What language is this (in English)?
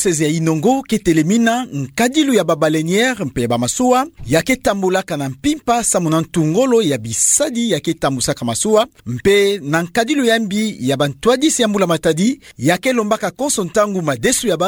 Kituba (Democratic Republic of Congo)